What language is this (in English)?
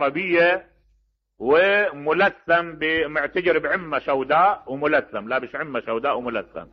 Mesopotamian Arabic